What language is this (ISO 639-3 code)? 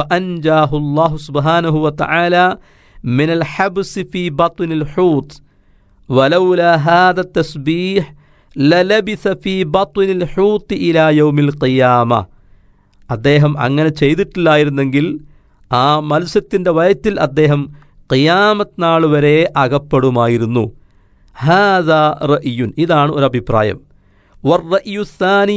mal